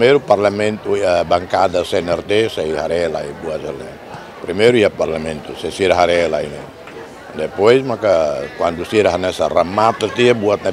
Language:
Tetum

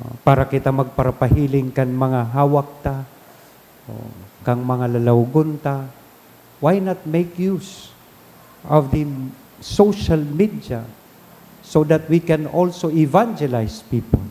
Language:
Bikol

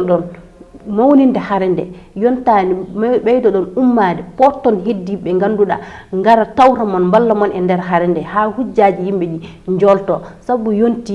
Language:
Fula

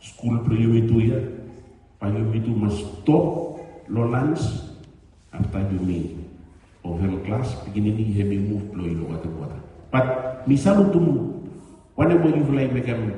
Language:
Bislama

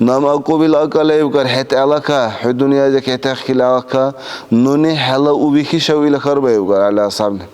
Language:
Dargwa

